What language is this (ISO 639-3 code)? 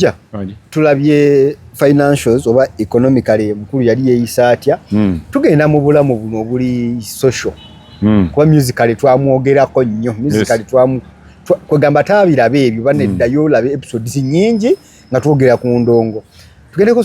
lug